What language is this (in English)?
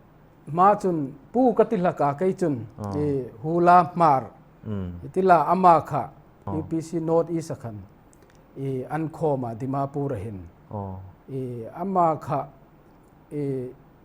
Hmar